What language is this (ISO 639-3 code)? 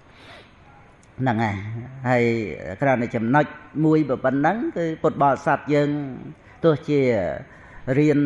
khm